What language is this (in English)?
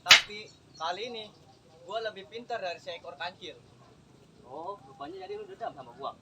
Betawi